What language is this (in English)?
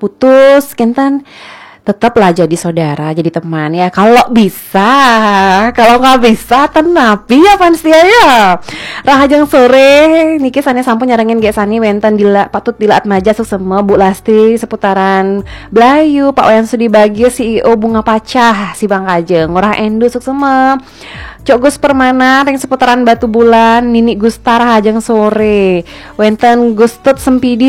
Balinese